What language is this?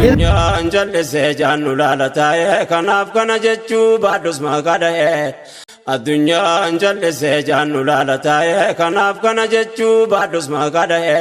Oromo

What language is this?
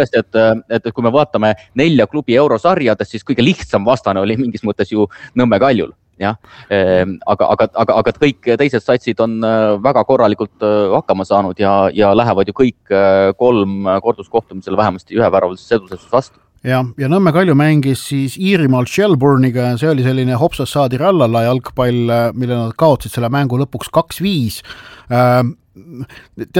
Estonian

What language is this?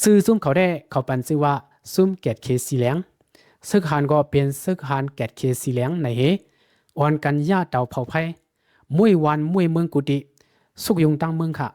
Shan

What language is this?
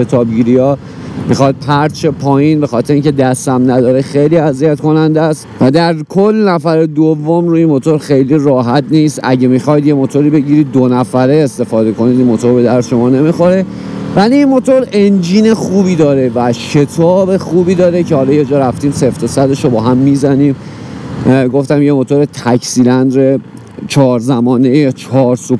Persian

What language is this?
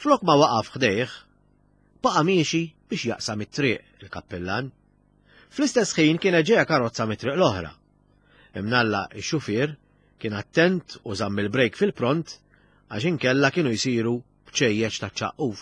Maltese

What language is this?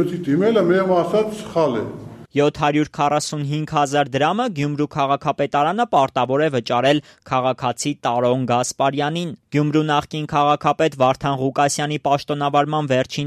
Armenian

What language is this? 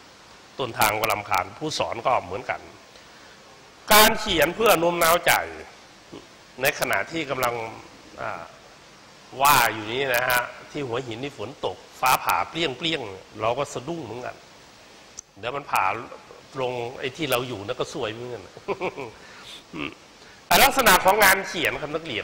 Thai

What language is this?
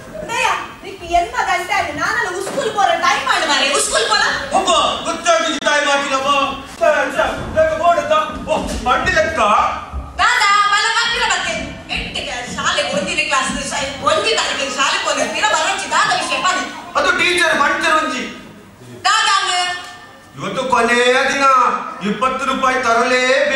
Tulu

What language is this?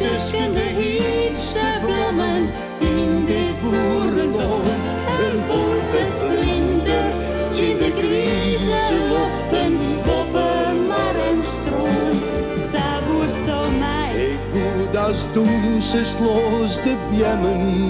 Western Frisian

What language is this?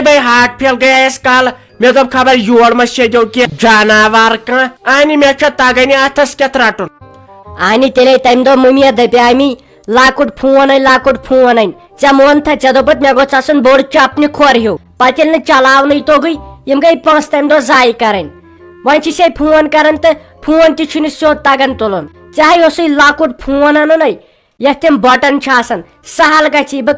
Kashmiri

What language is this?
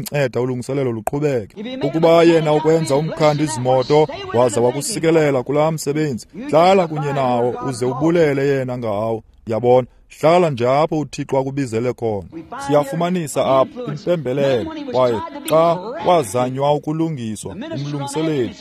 Xhosa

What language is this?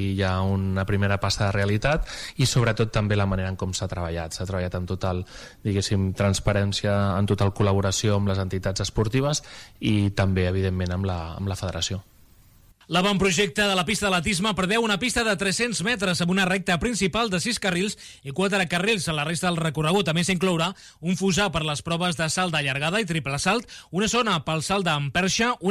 Catalan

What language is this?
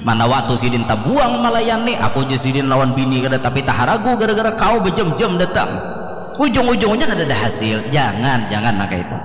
Banjar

